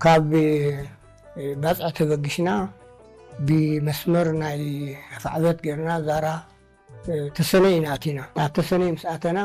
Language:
Tigrinya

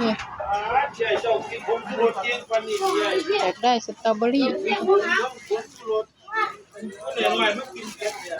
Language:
Northeastern Thai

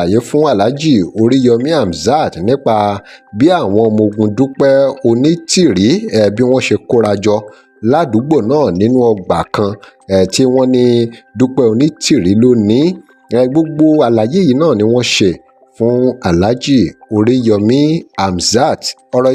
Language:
Yoruba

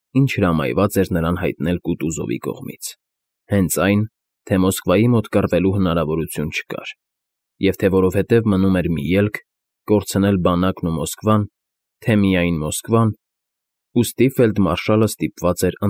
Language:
Armenian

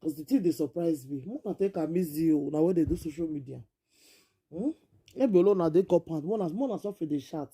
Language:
Nigerian Pidgin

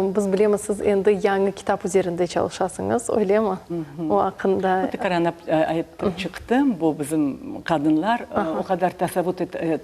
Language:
Crimean Tatar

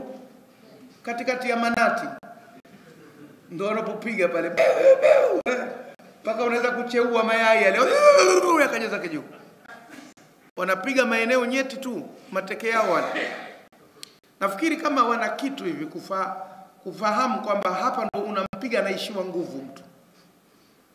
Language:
Swahili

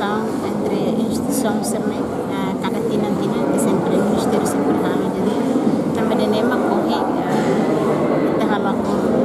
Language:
Tetum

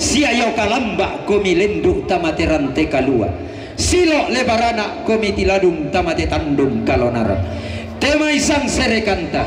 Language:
Toraja-Sa'dan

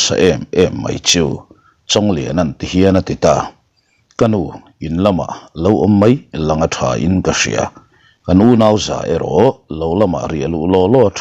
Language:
Mizo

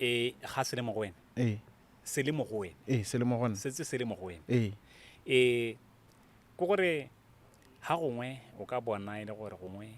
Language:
Tswana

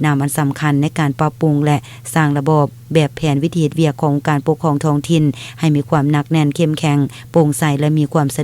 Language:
Lao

